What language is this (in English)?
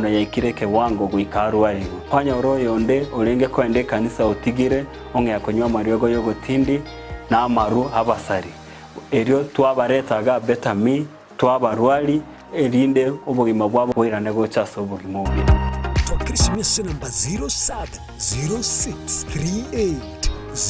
Gusii